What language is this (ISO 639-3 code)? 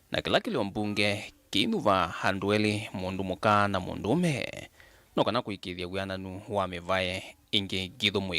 kam